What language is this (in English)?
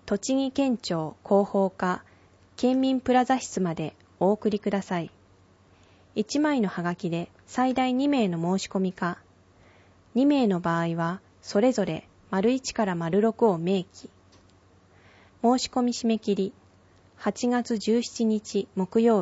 Japanese